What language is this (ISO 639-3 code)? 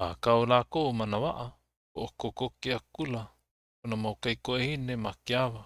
haw